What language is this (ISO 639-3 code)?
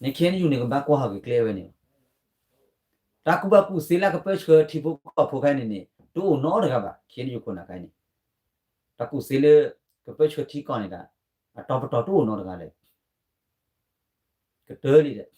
ksw